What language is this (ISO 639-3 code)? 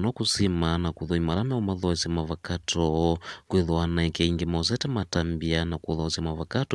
kam